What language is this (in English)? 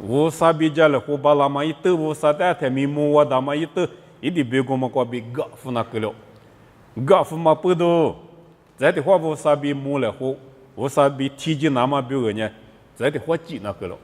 Lisu